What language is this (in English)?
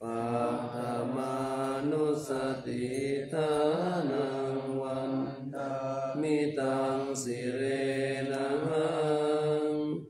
Pali